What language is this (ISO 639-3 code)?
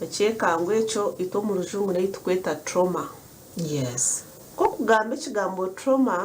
nyn